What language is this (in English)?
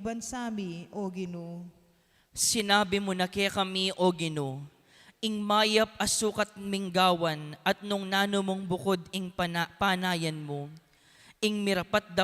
Pampanga